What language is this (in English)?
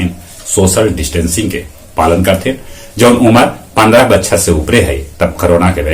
Magahi